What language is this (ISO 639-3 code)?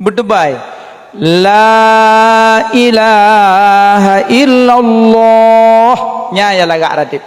ace